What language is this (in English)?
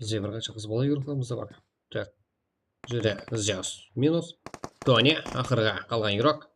Kara-Kalpak